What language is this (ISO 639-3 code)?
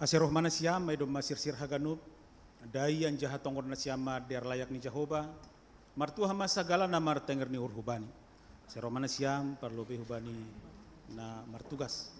bts